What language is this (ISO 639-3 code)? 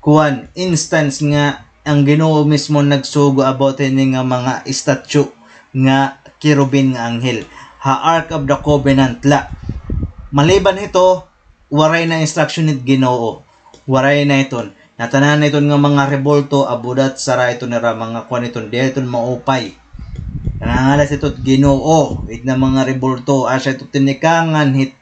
war